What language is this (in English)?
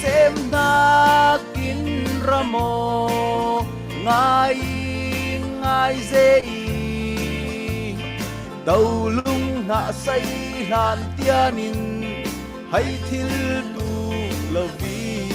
Falam Chin